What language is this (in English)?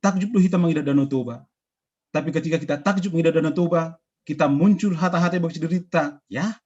Batak Simalungun